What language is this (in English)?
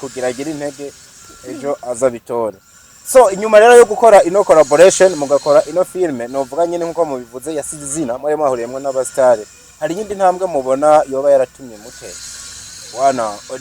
Rundi